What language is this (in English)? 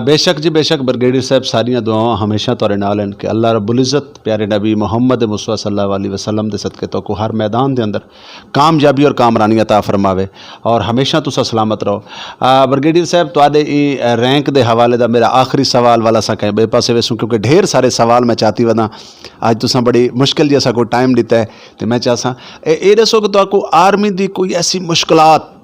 Saraiki